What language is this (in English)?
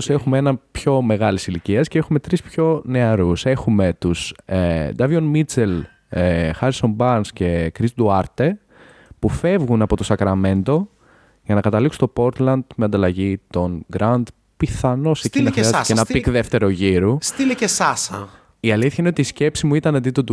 Greek